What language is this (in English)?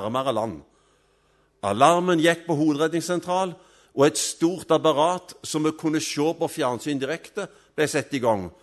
Norwegian